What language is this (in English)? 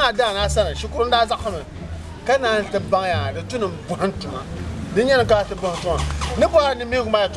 Dagbani